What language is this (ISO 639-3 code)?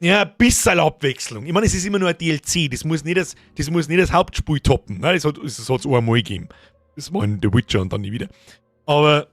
bar